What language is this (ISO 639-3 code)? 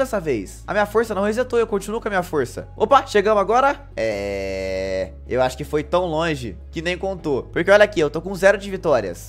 por